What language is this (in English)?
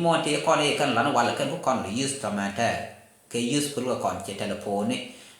Nuer